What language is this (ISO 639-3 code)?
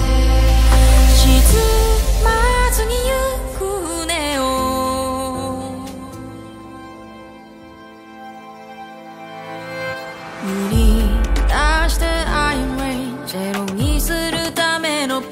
jpn